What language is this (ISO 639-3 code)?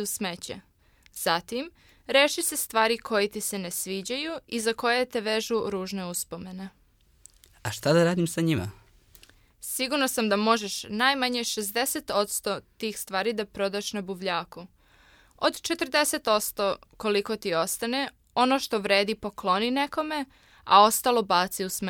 srp